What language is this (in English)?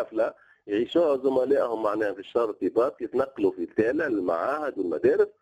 Tunisian Arabic